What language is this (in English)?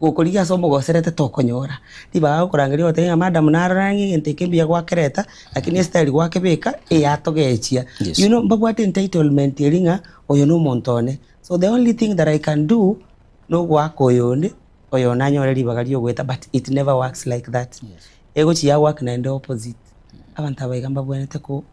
Gusii